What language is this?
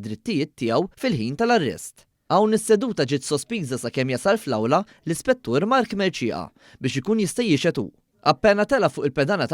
Maltese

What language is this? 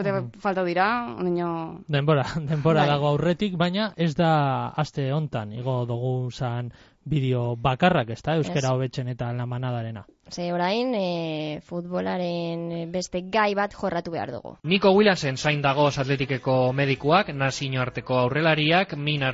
Basque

